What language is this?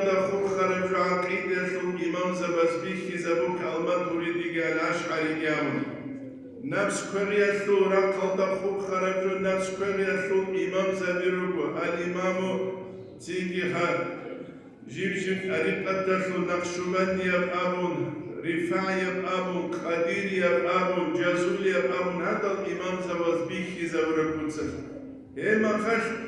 Avaric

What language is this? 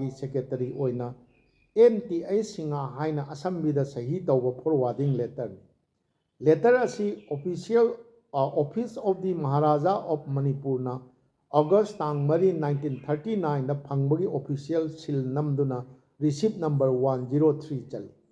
Manipuri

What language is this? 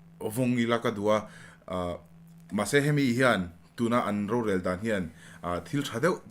Mizo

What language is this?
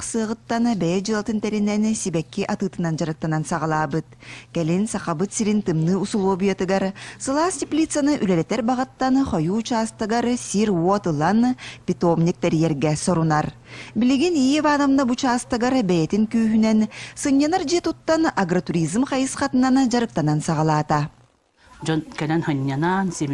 Yakut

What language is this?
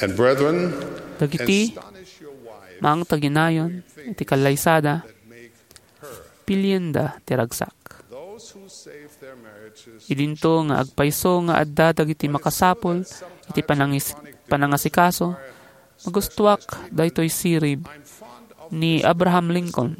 Iloko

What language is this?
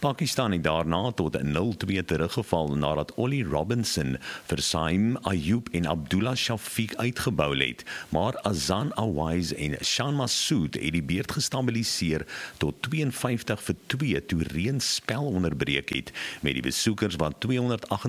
Afrikaans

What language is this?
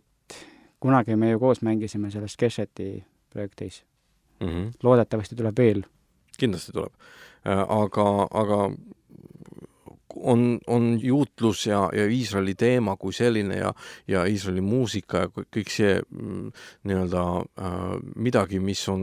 Estonian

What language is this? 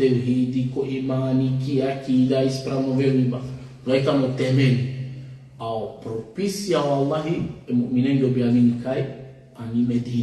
Balkan Romani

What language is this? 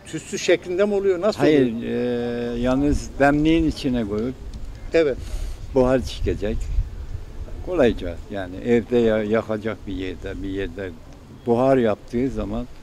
Turkish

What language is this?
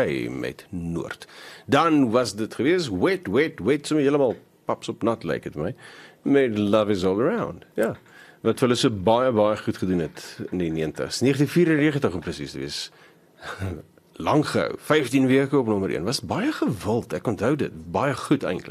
Afrikaans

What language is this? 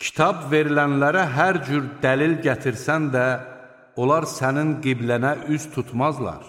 Azerbaijani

